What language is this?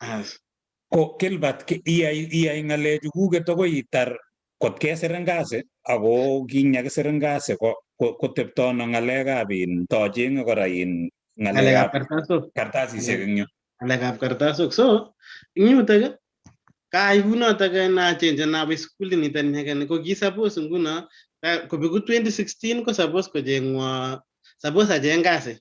Kalenjin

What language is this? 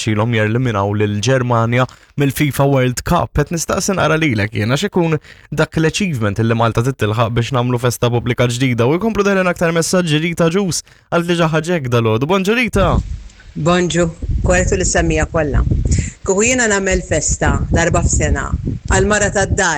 Maltese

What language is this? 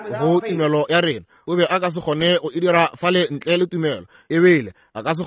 Northern Sotho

